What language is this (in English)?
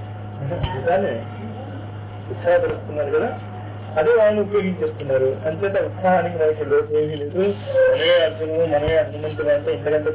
Telugu